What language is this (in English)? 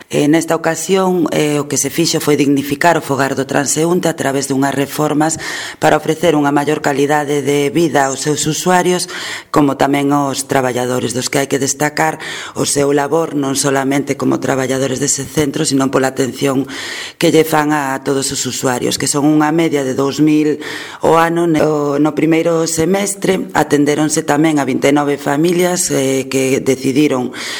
Galician